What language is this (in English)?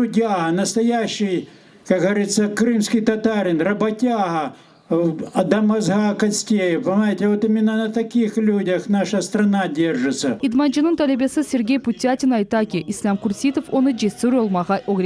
Crimean Tatar